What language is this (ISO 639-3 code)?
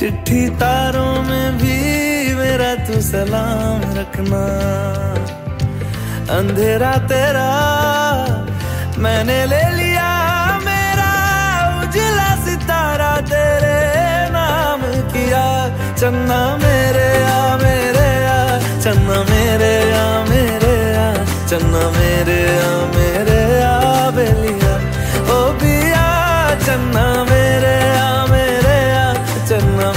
hin